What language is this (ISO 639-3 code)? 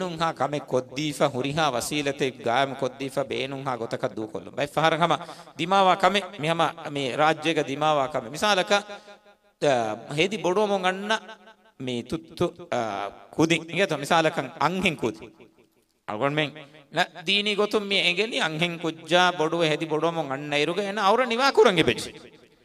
div